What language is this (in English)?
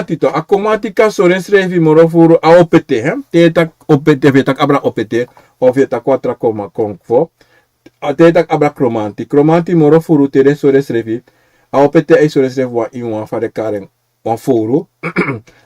Sranan Tongo